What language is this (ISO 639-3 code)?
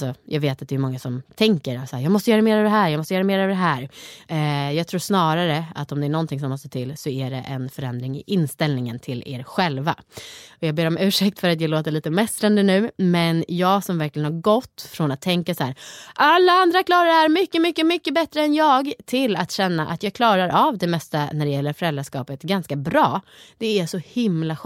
swe